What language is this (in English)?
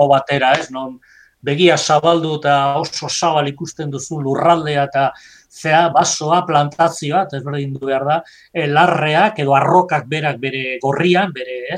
Basque